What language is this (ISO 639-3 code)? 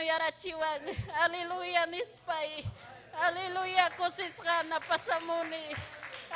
quy